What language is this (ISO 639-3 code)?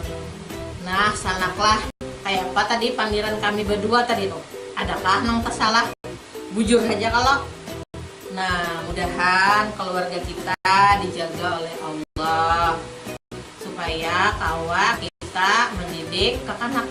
bjn